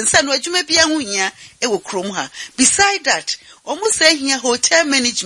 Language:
Akan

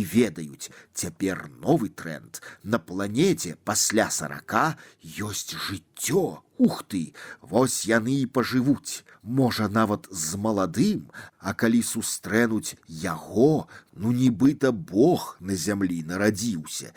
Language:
Belarusian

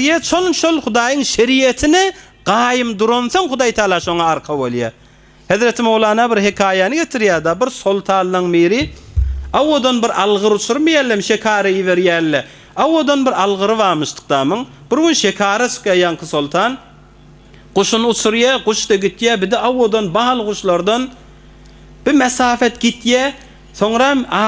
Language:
Turkmen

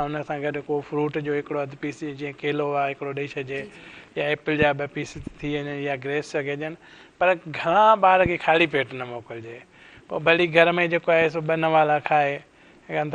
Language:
Sindhi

